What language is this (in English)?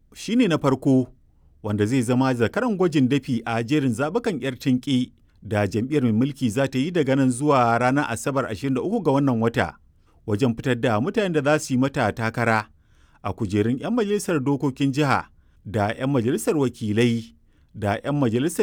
Hausa